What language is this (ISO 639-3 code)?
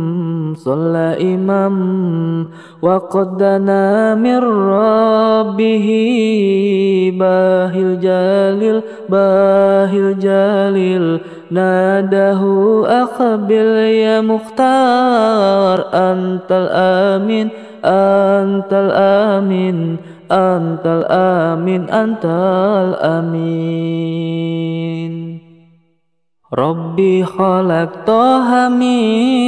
ara